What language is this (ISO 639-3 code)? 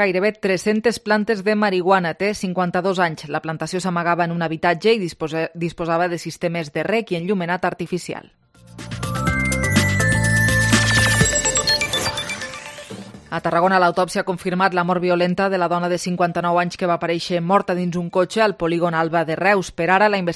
cat